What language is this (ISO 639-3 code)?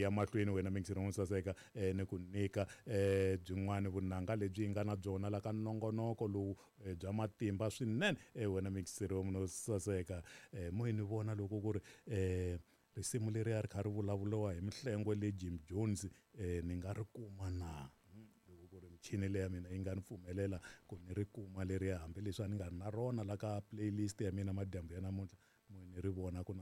tso